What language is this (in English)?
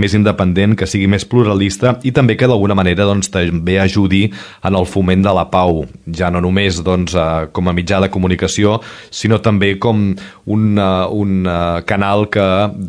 Catalan